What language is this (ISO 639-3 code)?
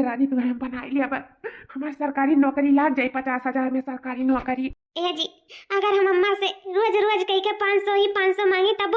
awa